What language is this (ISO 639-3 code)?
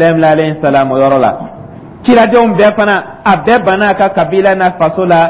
dyu